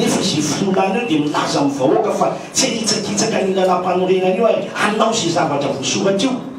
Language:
Malagasy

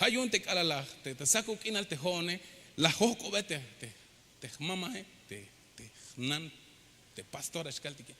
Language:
Tzeltal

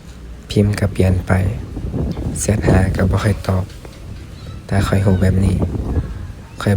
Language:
Lao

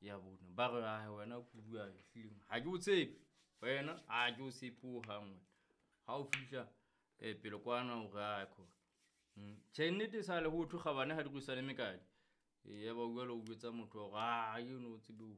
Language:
Southern Sotho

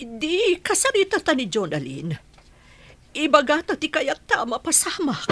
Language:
Iloko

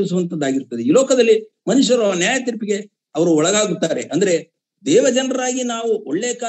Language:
Kannada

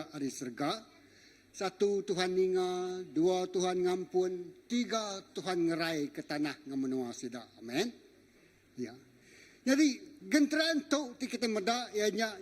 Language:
Iban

